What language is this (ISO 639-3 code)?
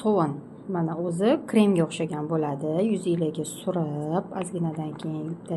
uzb